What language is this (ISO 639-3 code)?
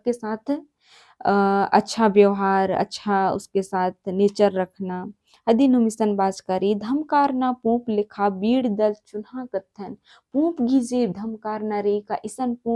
kru